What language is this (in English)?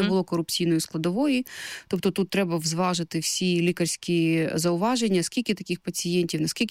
Ukrainian